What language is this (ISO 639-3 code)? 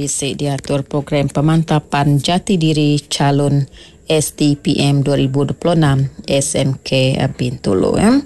iba